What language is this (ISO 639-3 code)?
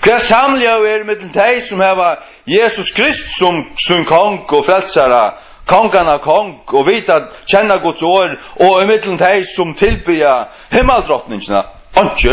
fao